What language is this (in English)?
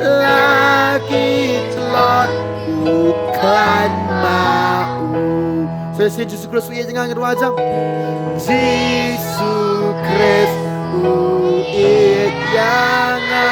Khasi